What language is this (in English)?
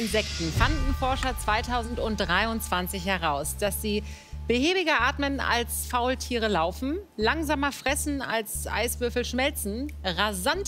German